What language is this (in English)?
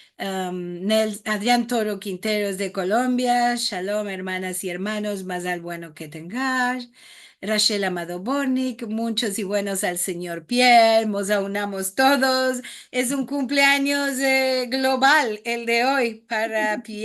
Ladino